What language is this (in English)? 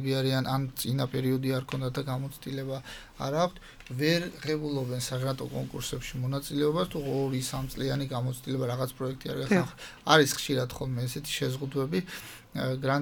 Georgian